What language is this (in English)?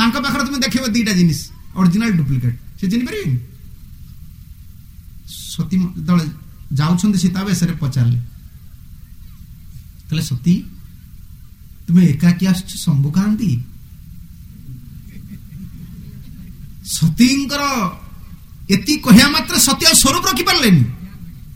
Odia